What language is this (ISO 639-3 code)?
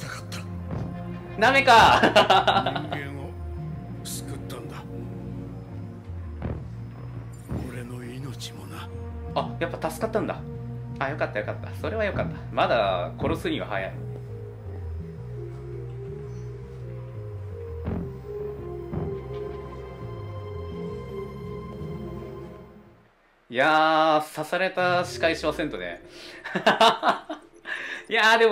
jpn